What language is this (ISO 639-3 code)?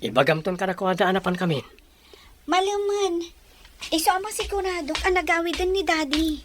ilo